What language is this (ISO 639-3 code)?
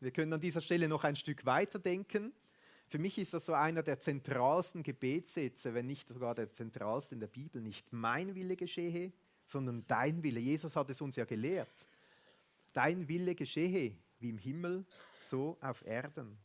gsw